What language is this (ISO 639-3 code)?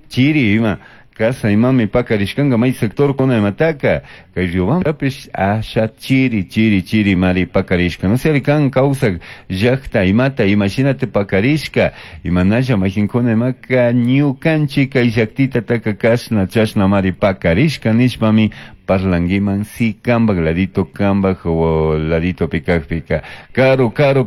qug